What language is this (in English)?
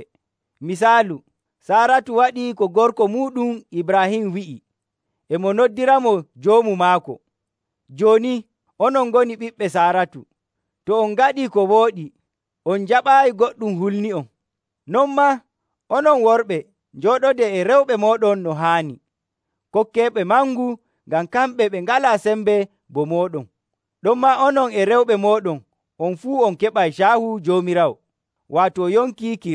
Nigerian Fulfulde